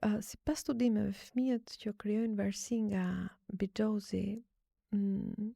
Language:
Albanian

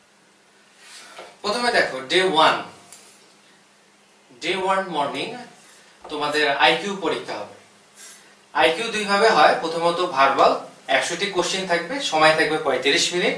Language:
Bangla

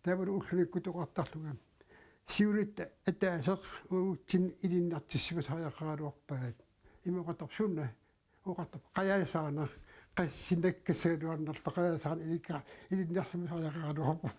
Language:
Kalaallisut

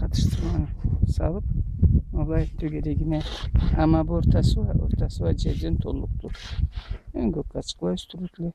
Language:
Karachay-Balkar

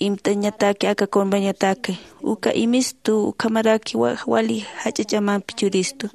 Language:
Aymara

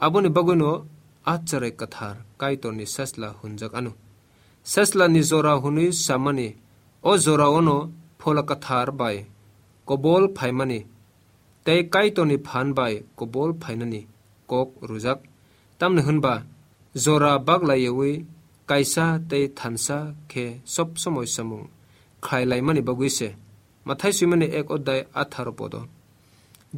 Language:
Kok Borok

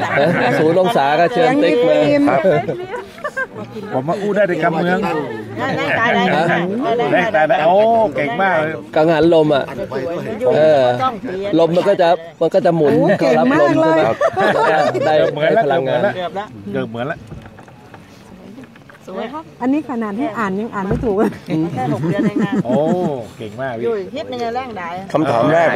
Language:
Thai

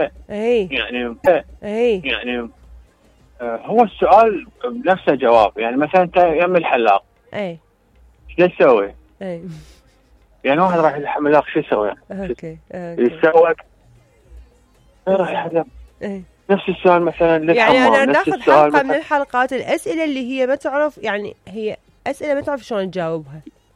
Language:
Mesopotamian Arabic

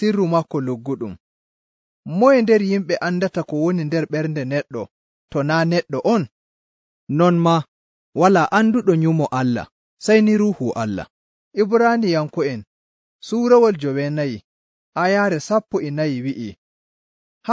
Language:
Nigerian Fulfulde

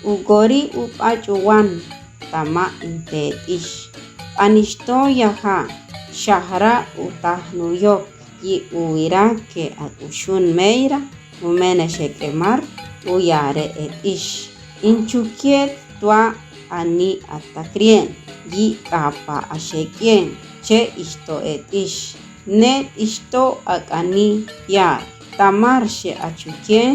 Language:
Chortí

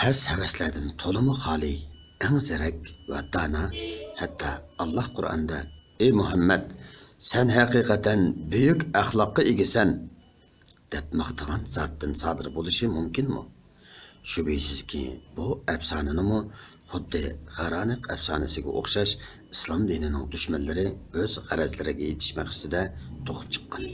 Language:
Uyghur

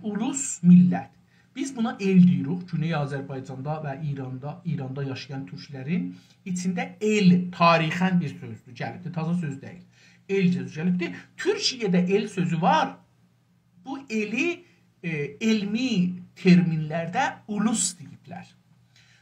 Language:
South Azerbaijani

